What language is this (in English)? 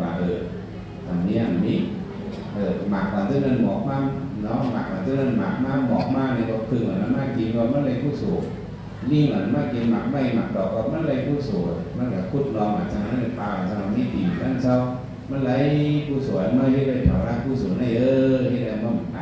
Shan